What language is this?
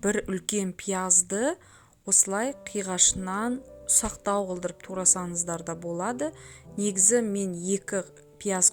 Kazakh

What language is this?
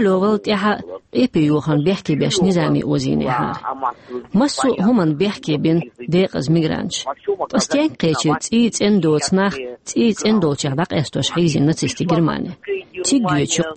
Chechen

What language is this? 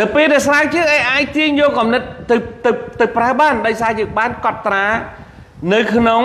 Khmer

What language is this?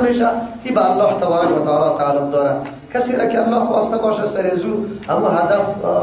Persian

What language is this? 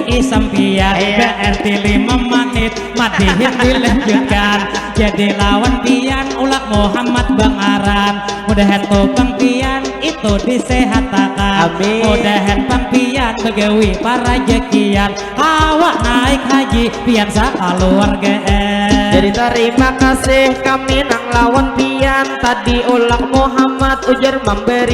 Banjar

